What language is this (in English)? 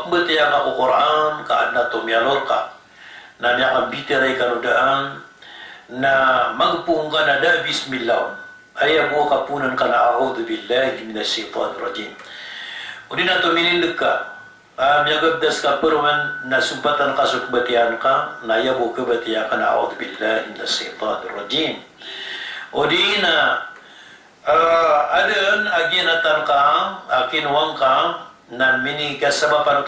Maranao